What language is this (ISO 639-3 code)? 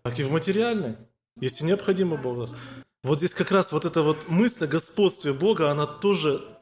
rus